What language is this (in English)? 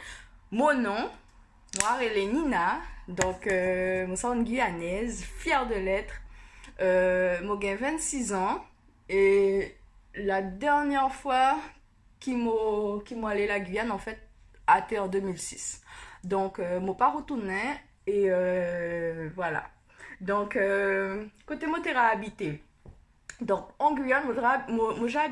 Guianese Creole French